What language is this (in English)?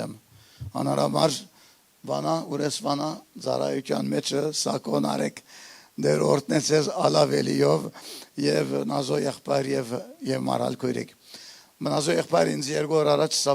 Western Armenian